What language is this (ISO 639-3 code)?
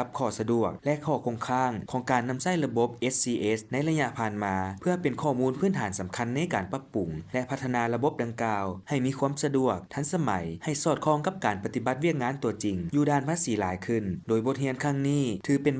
lao